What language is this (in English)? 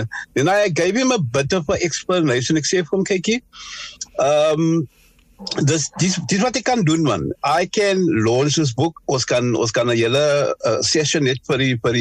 Afrikaans